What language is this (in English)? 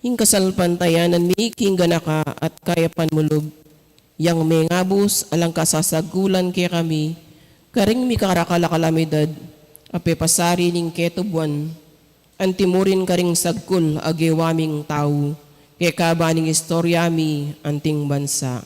Pampanga